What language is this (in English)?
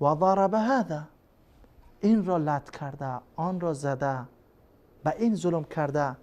Persian